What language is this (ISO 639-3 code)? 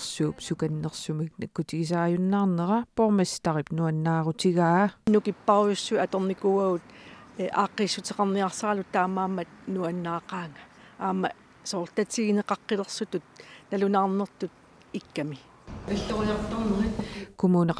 kal